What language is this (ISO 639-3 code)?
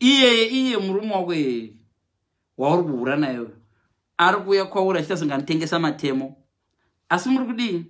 sna